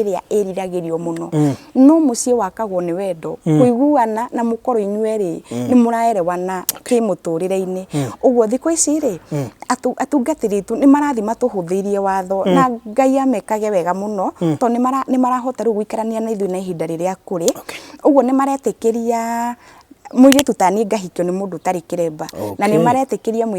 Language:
Kikuyu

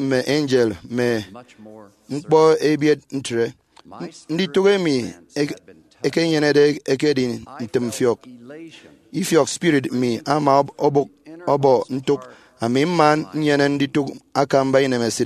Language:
Efik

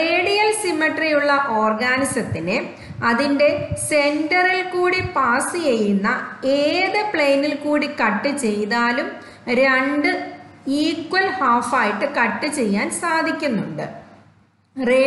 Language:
Malayalam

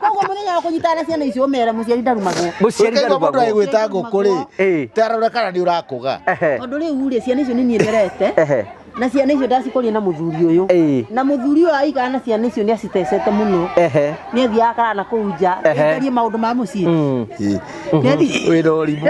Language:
Kikuyu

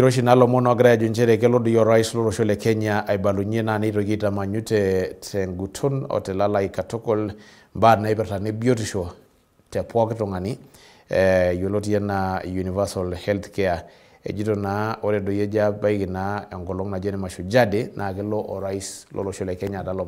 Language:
Masai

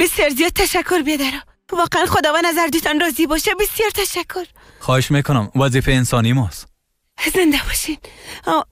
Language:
Persian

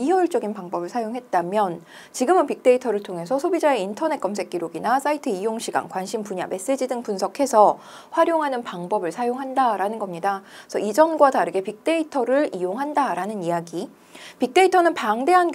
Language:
Korean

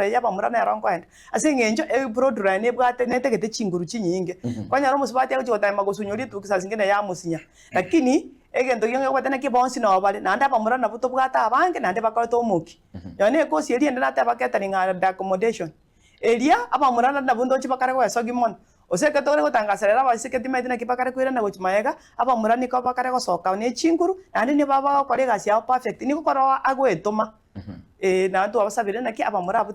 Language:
Gusii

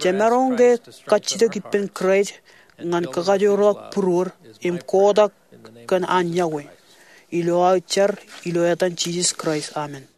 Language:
Marshallese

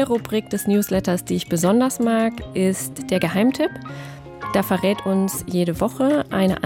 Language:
German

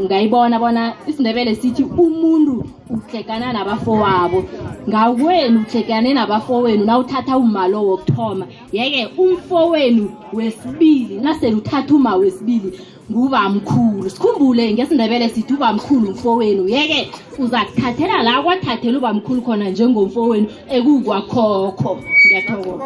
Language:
South Ndebele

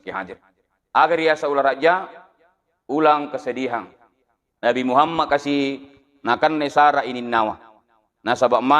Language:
Buginese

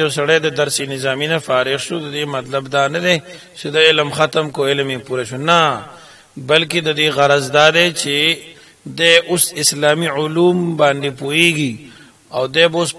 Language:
Pashto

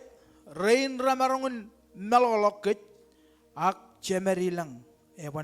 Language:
Marshallese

